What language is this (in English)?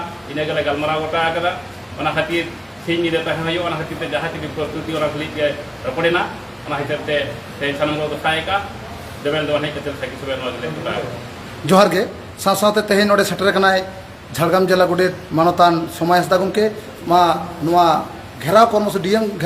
Santali